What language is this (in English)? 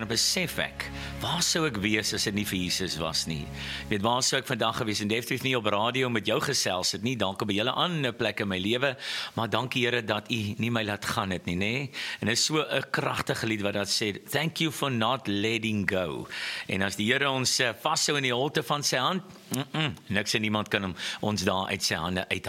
Afrikaans